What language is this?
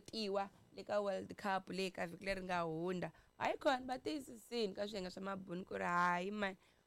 Tsonga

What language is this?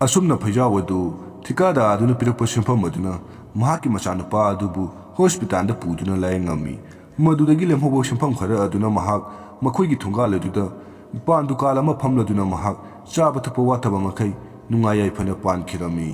Manipuri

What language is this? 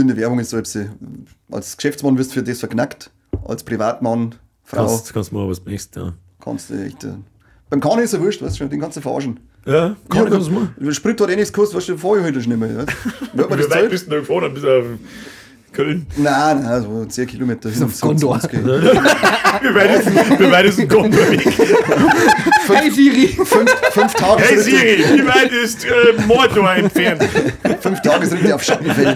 Bavarian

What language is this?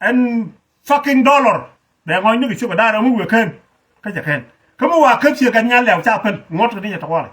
Nuer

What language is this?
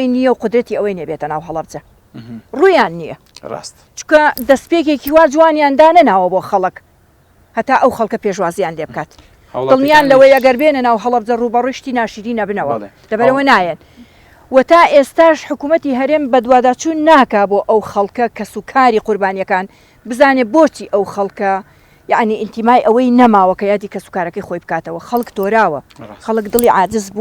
Central Kurdish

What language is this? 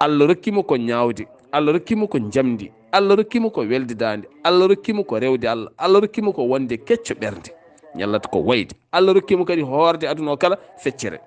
Fula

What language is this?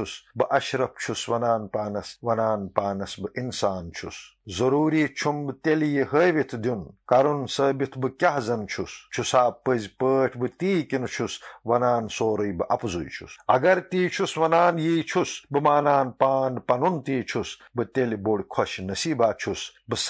Kashmiri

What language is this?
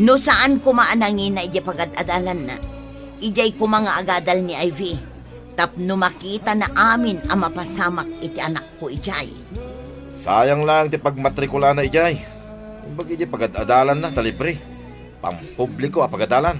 Iloko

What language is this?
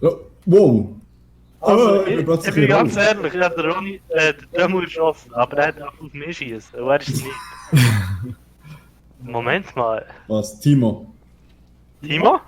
Swiss German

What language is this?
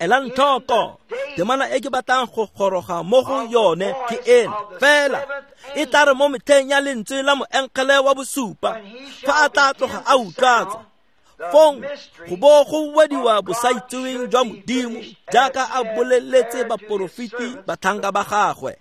Tswana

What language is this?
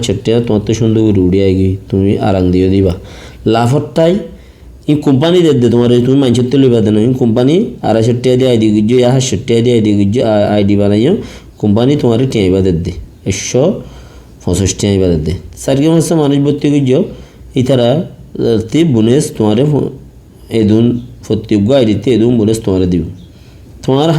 Rohingya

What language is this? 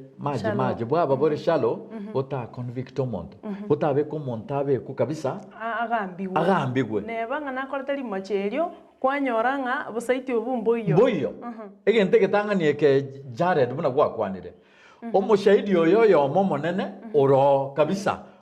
Gusii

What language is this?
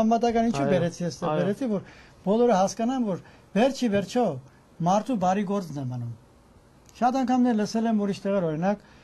Armenian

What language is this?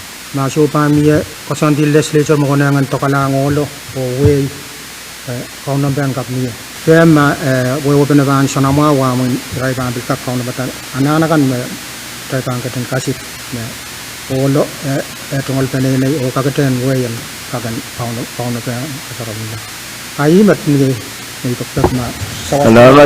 Pohnpeian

